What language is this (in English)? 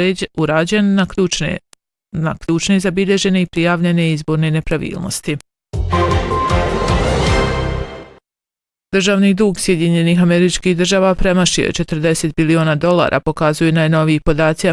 Bosnian